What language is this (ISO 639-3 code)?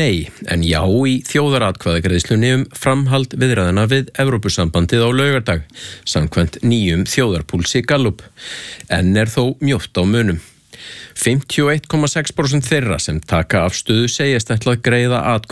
isl